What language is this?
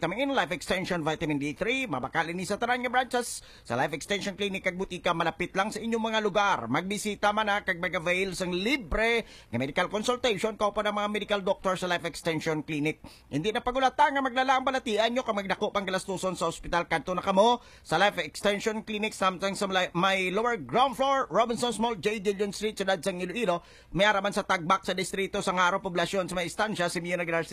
Hiligaynon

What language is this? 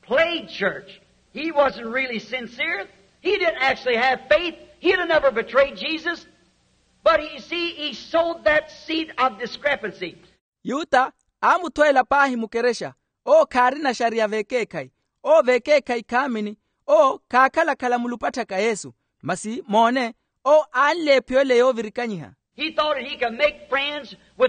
Makhuwa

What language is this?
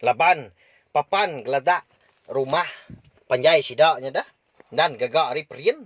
Iban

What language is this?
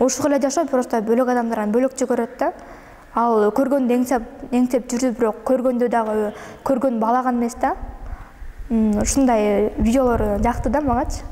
Kyrgyz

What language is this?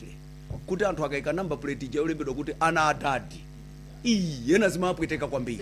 Nyanja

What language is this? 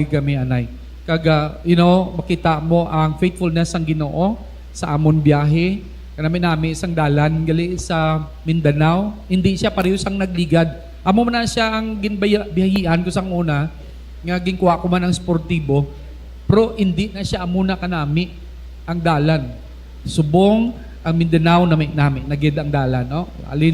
Hiligaynon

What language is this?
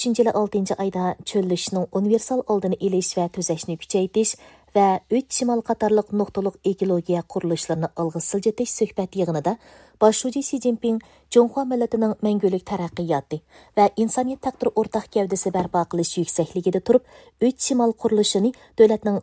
Uyghur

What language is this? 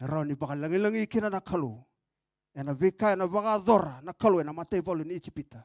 Fijian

